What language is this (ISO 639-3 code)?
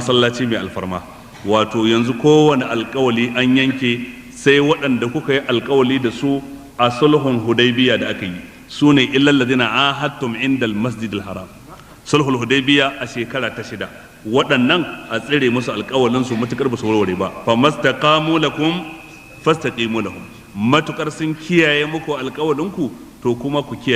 hau